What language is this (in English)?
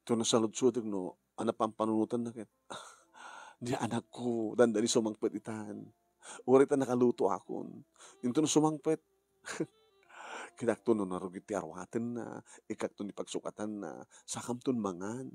Iloko